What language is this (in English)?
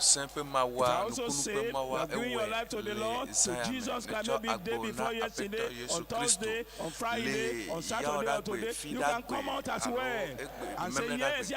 Ewe